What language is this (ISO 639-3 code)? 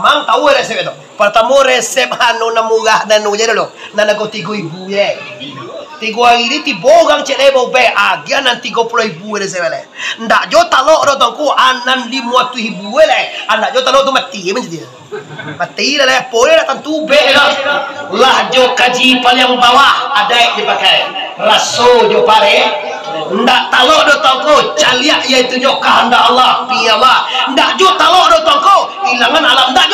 min